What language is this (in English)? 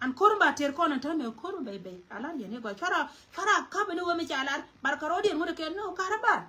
Nuer